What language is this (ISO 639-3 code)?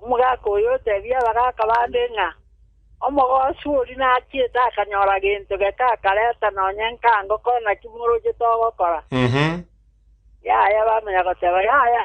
guz